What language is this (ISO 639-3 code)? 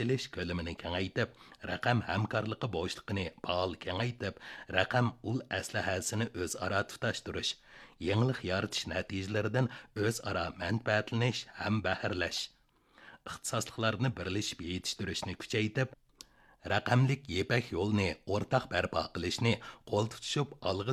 uig